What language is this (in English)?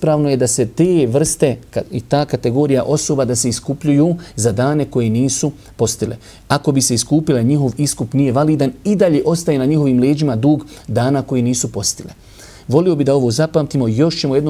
Bosnian